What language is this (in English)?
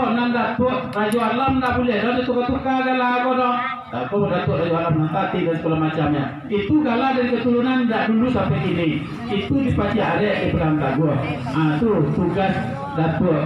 Minangkabau